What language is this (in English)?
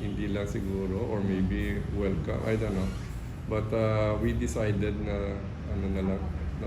Hiligaynon